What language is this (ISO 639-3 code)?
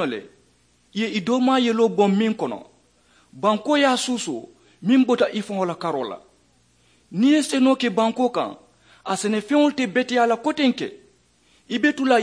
man